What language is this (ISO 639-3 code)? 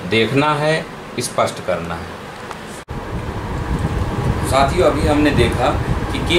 hin